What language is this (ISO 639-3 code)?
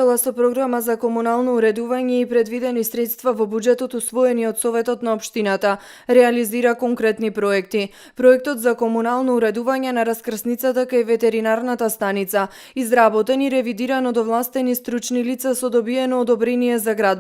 mkd